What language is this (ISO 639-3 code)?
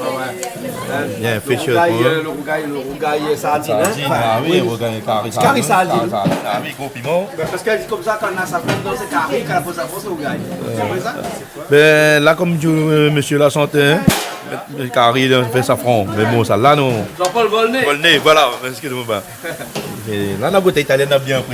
rcf